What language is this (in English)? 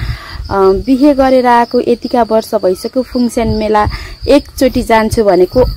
Nepali